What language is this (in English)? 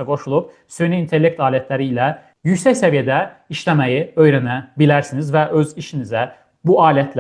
Azerbaijani